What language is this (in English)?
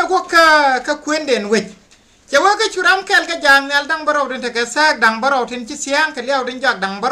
Nuer